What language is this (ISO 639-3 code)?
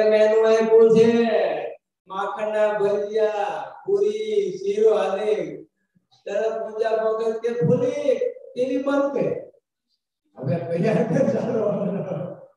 guj